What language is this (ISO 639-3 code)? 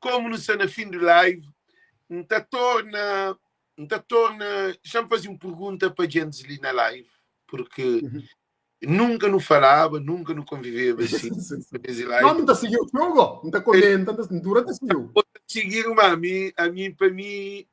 kea